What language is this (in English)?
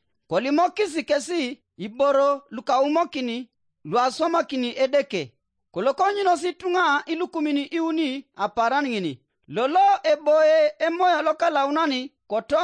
Teso